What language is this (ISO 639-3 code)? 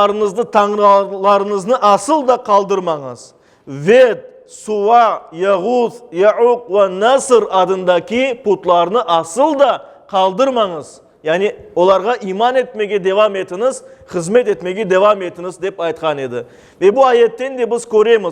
crh